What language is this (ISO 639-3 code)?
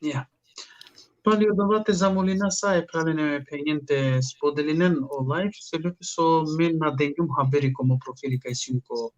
rmn